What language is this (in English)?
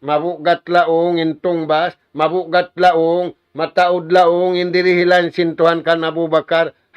Tausug